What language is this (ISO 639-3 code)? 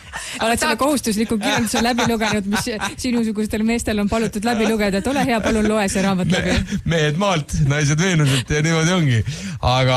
est